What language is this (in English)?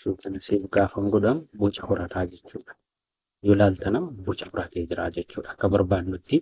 Oromo